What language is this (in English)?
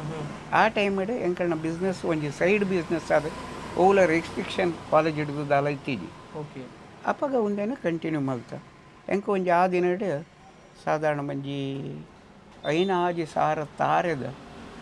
Tulu